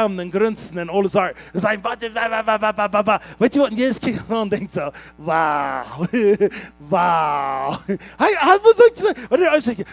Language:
Plautdietsch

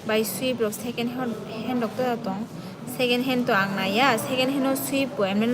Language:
Kok Borok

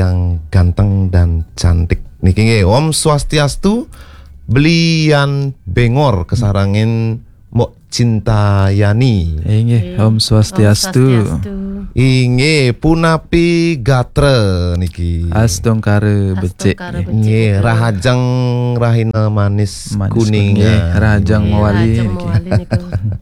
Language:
Balinese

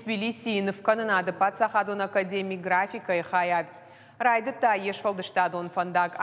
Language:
Ossetic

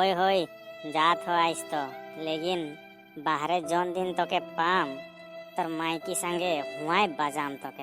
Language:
Sadri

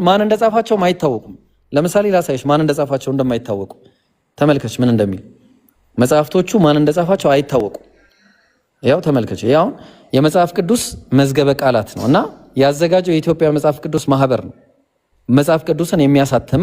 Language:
Amharic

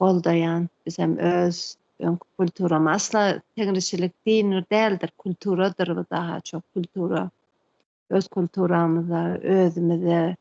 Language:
Turkmen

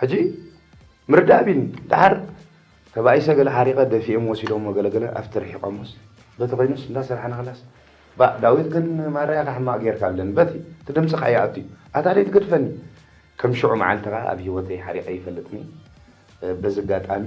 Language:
Tigrinya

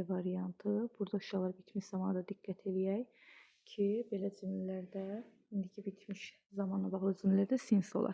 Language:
Azerbaijani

